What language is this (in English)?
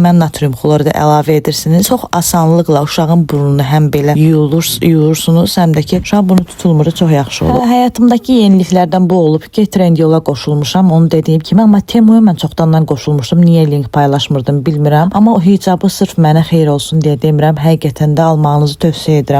Azerbaijani